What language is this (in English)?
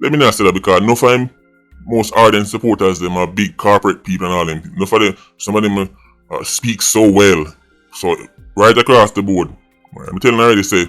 Jamaican Creole English